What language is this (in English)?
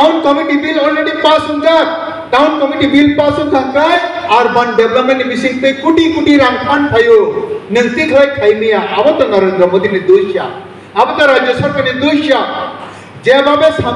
Kok Borok